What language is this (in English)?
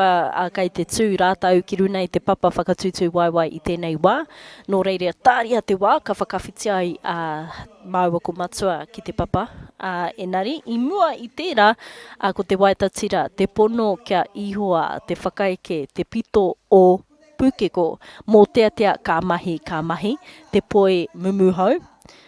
Māori